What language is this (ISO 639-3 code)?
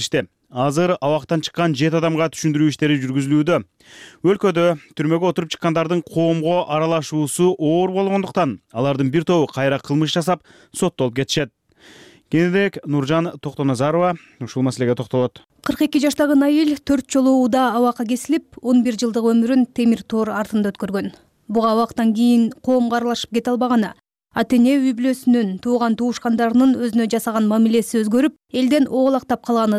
kir